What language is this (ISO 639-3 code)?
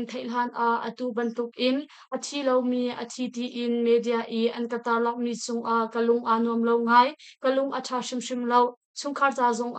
cnh